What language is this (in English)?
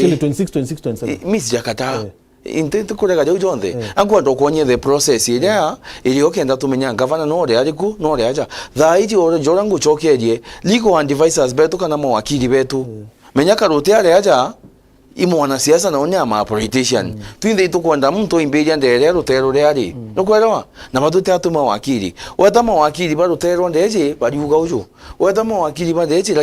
Meru